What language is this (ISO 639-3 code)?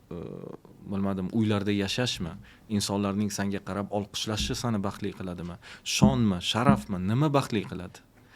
uzb